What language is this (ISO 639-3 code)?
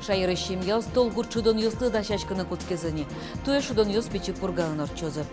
udm